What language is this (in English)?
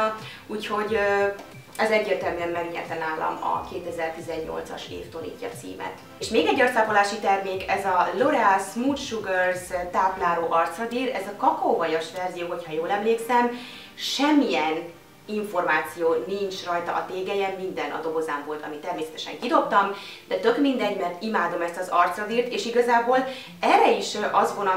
Hungarian